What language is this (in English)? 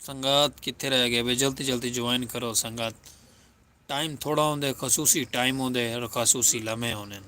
Saraiki